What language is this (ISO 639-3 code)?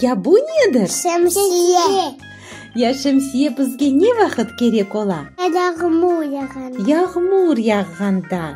crh